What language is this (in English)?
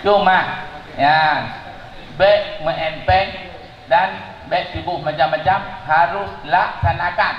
Achinese